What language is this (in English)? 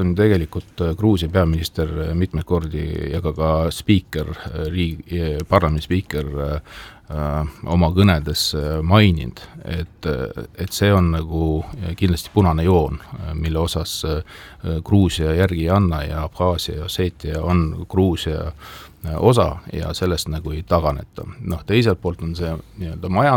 Estonian